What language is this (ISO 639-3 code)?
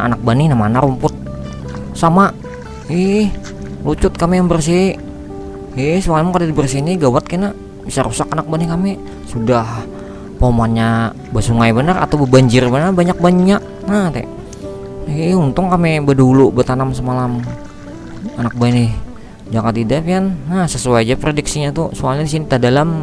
bjn